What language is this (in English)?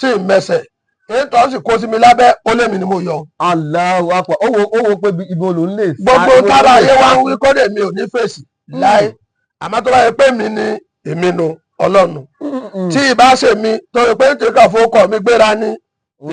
Yoruba